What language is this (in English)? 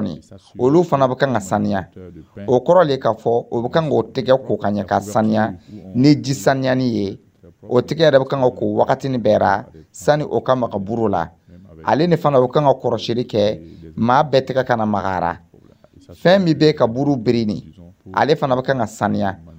Dyula